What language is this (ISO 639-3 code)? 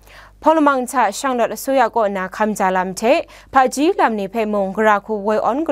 kac